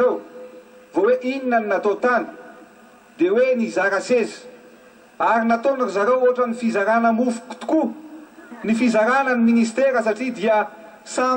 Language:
Malagasy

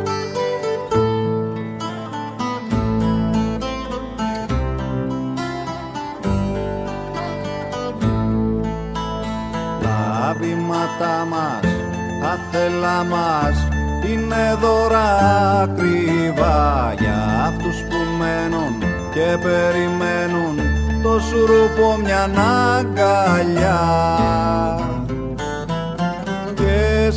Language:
Greek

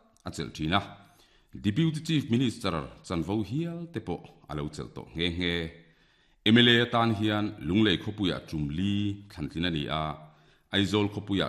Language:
Mizo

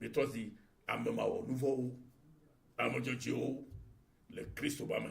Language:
Ewe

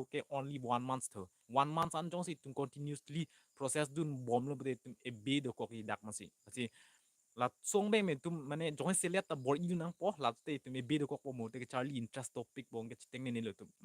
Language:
Karbi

